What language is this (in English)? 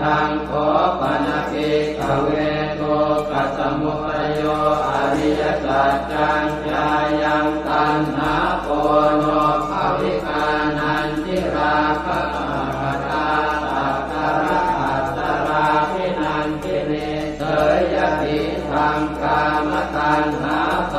Pali